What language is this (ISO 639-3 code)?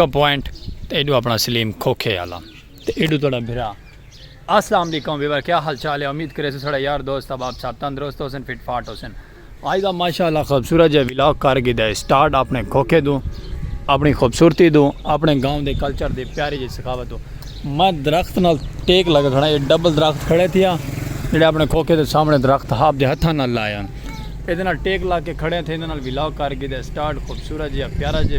skr